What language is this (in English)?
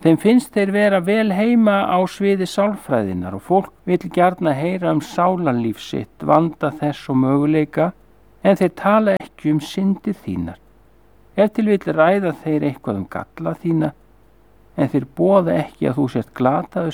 Icelandic